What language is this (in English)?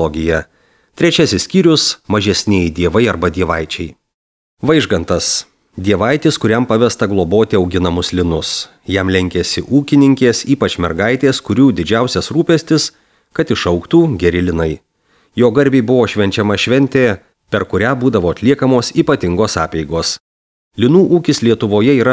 Lithuanian